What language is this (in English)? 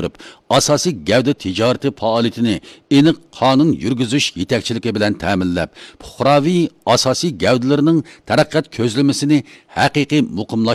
Uyghur